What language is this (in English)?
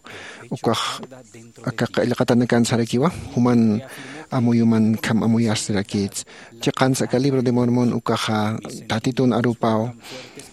Aymara